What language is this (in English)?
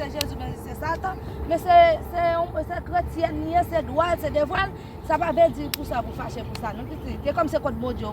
Haitian Creole